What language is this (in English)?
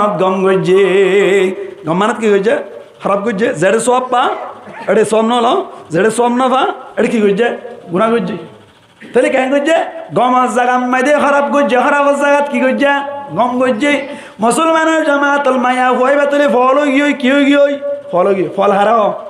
Rohingya